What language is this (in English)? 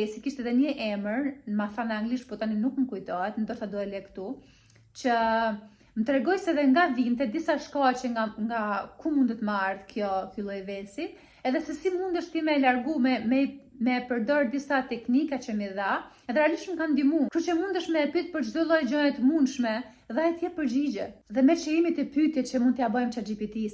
Albanian